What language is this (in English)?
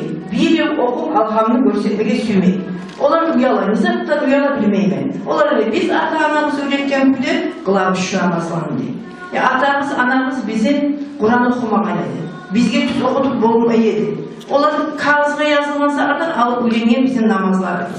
Kumyk